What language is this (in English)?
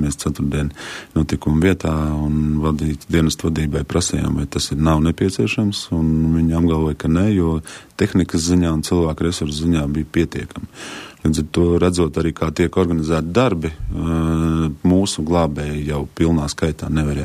Latvian